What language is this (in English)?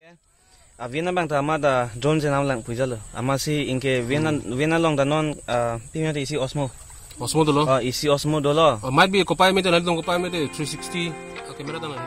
Karbi